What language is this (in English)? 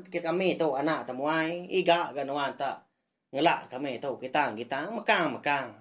Iban